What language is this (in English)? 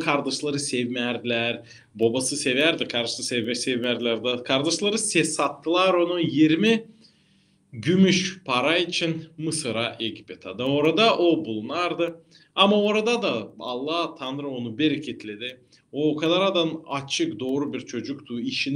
Gagauz